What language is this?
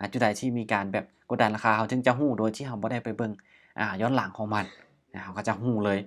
Lao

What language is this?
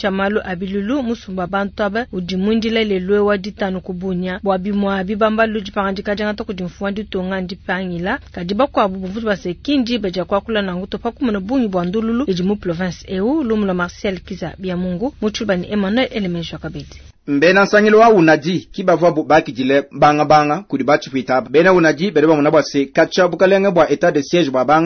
Luba-Lulua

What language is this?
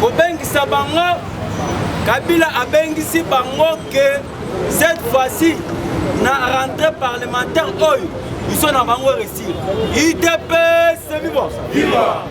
Lingala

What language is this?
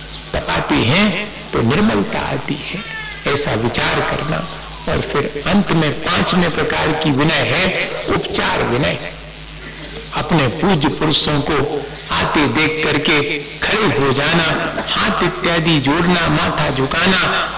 Hindi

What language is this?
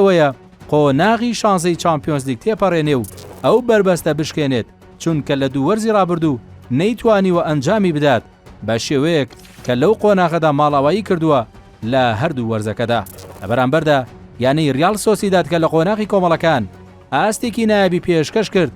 Central Kurdish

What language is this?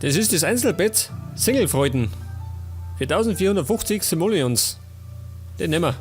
Bavarian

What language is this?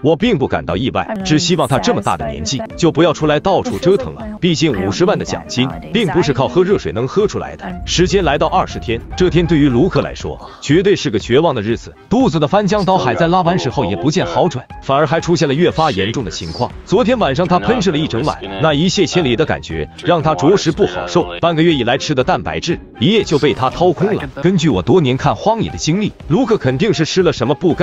Chinese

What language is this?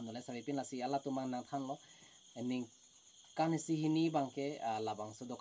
Karbi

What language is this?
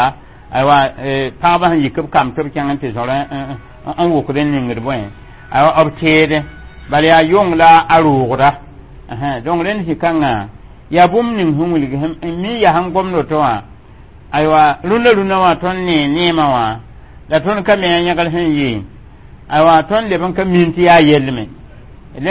Mossi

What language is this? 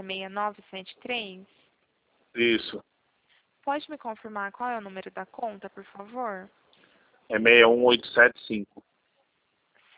Portuguese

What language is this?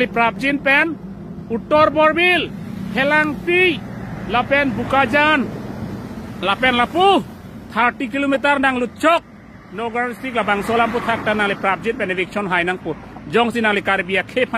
Karbi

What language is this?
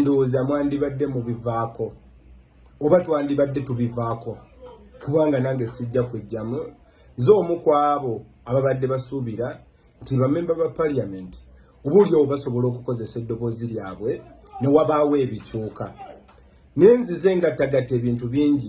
Ganda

